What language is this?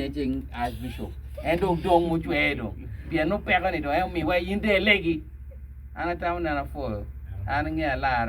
Acoli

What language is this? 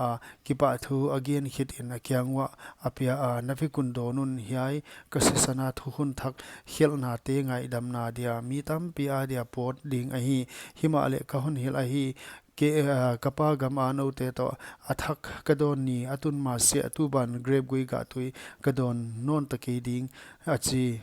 Paite Chin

